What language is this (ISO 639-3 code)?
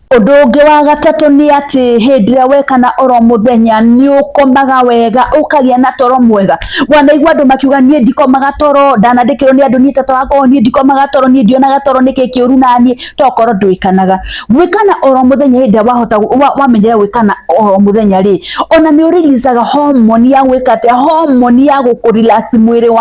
kik